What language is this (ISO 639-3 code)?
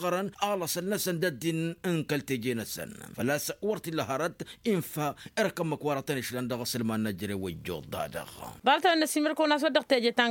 taq